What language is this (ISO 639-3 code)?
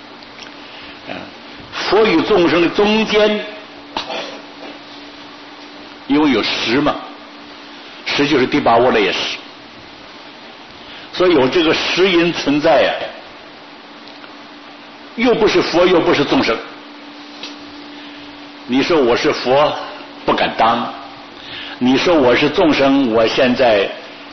zho